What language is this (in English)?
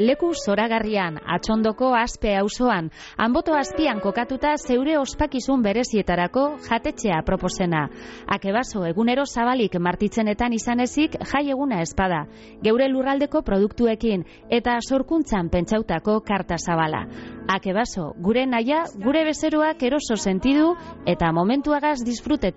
Basque